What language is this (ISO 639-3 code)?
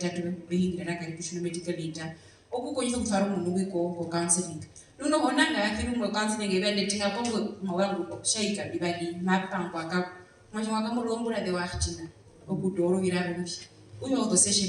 her